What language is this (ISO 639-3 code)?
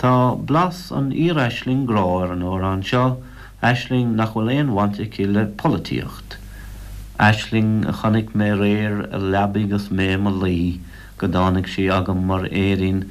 gle